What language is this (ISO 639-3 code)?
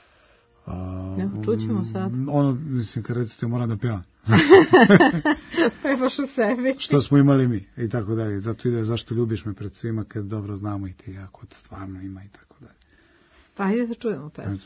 srp